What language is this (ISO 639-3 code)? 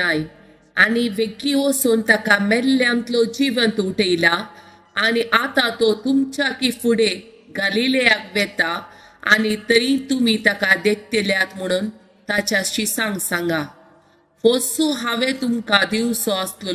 kok